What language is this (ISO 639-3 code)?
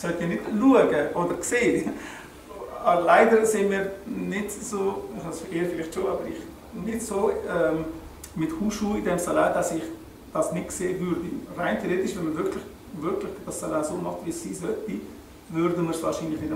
gsw